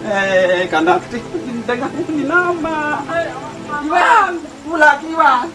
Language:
Sasak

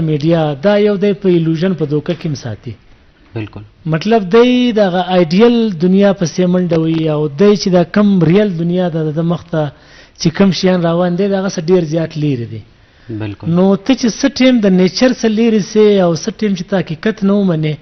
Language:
Eastern Balochi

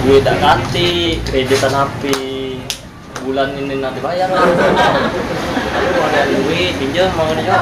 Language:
Musi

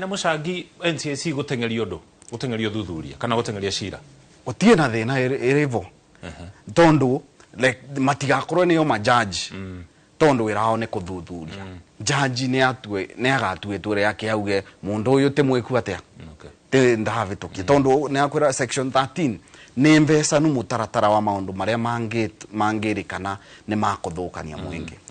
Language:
Kikuyu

